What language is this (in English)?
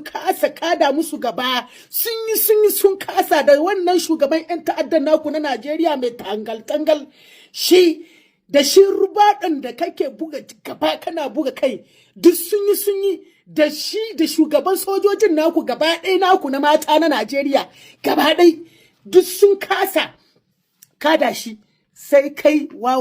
Hausa